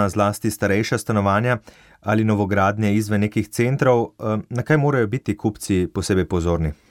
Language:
Slovenian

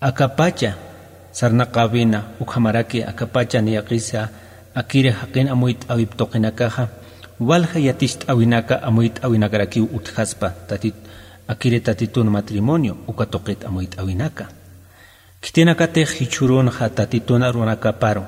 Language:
Aymara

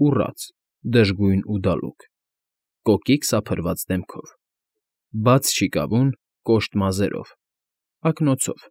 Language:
Armenian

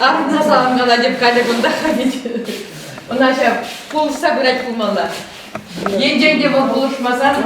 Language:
Chuvash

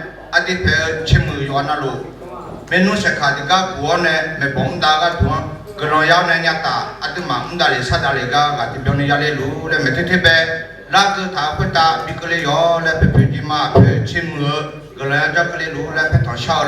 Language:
Akha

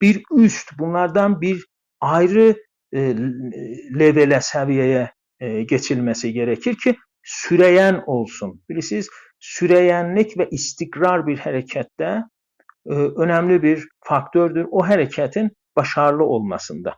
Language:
South Azerbaijani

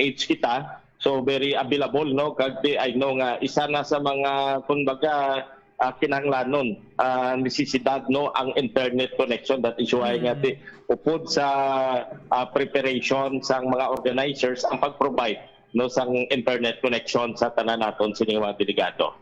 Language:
Hiligaynon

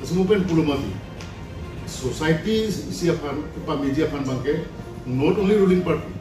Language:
Karbi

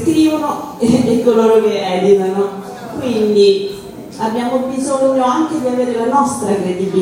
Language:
Italian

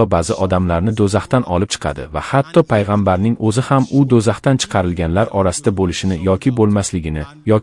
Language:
Uzbek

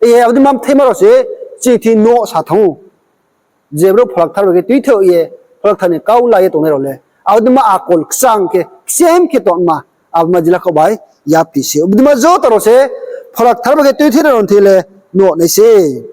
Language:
Riang (India)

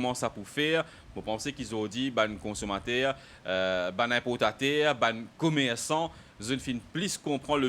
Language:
Morisyen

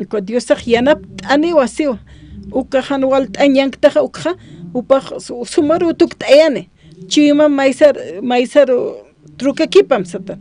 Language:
Aymara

